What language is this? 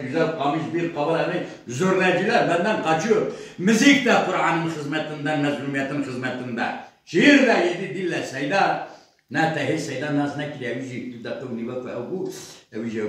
Kurdish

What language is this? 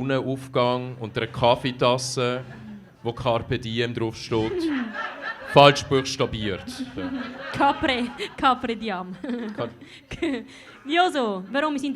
Swiss German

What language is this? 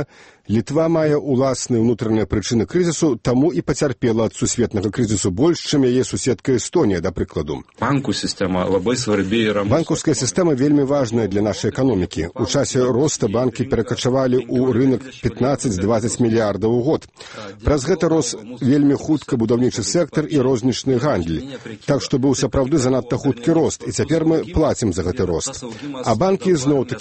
Belarusian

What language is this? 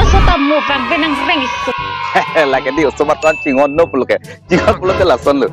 Karbi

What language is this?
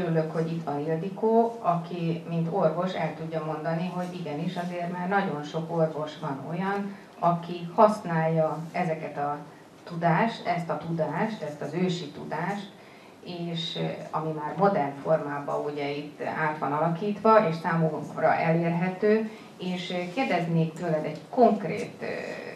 Hungarian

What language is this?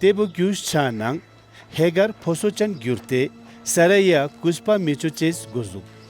Ladakhi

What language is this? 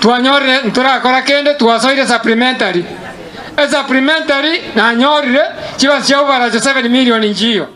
Gusii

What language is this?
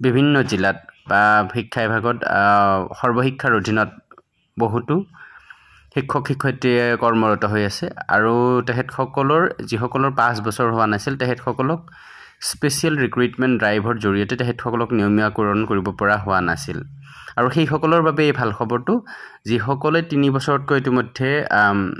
Assamese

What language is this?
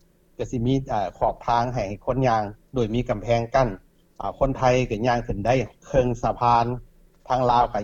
Lao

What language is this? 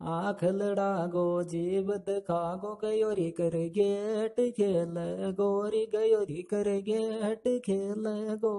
Sanskrit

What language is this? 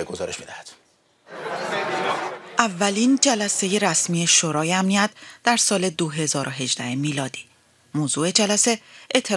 Persian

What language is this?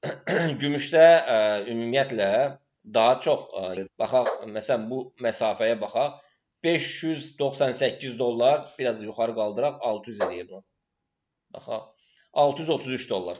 Azerbaijani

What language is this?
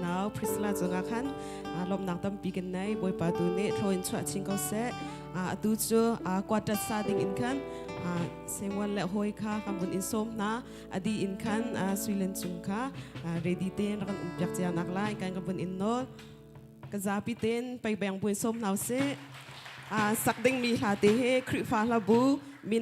Hakha Chin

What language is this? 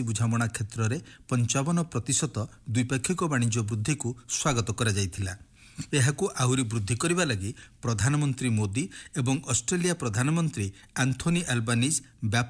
Odia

